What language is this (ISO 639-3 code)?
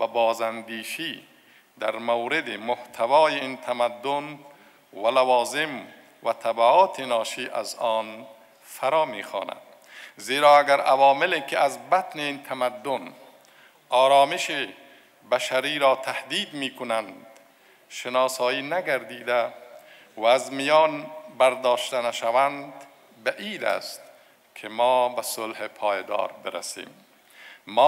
fas